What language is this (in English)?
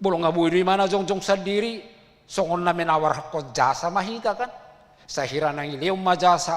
Batak Toba